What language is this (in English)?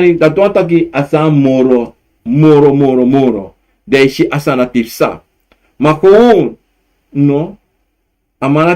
Sranan Tongo